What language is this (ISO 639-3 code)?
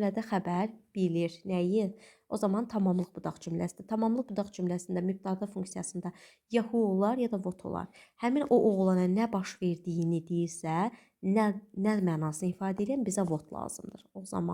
aze